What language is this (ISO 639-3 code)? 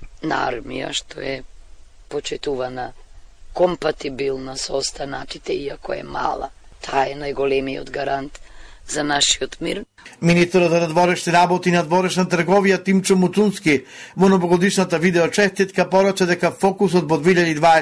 mkd